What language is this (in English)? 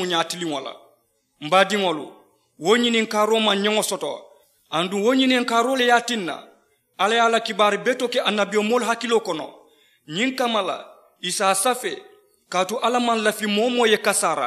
Mandingo